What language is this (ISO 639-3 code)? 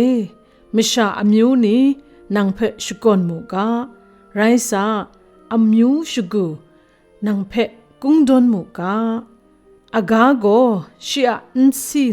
kac